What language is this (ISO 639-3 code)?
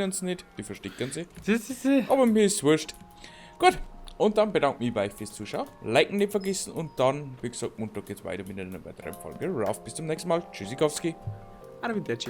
bar